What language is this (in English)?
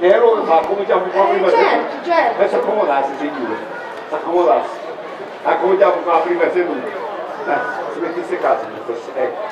Sicilian